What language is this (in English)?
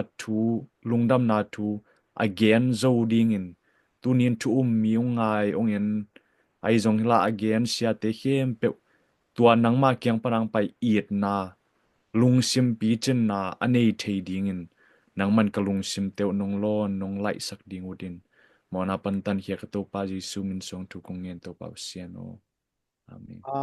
Tedim Chin